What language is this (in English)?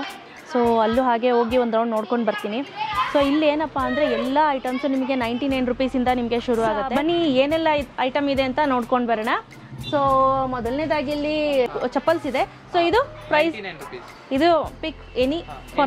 Kannada